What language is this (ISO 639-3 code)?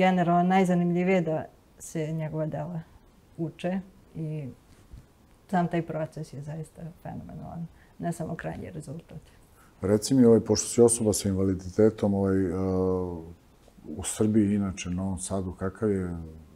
srp